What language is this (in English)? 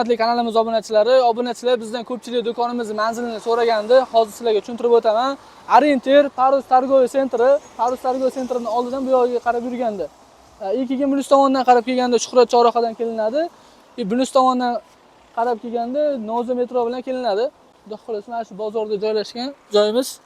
Uzbek